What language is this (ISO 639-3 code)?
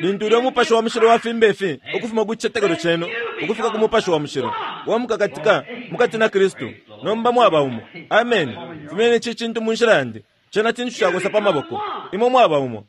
bem